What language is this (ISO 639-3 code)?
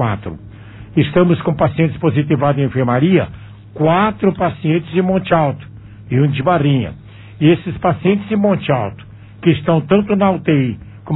por